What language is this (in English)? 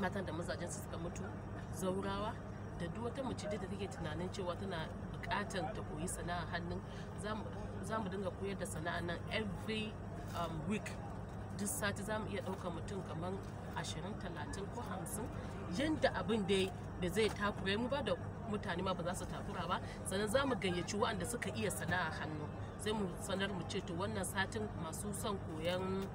Hausa